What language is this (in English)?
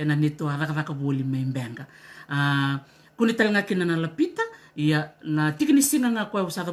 Fijian